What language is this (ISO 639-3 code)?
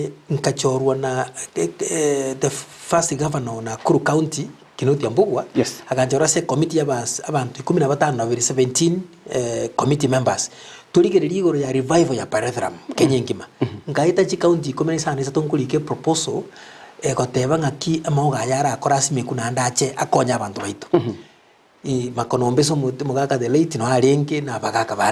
guz